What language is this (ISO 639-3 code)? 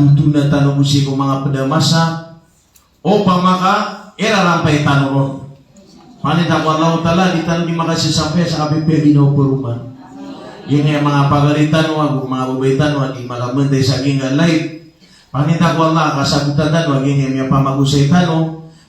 mrw